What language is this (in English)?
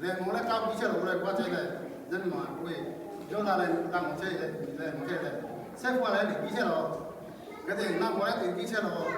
Lahu